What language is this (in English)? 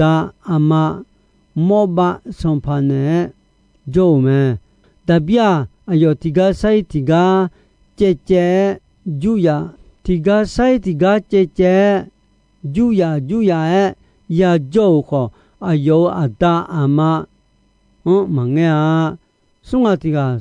Akha